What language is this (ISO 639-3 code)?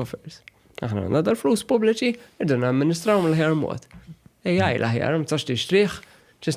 mlt